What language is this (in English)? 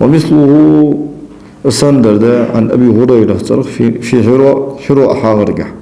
Ingush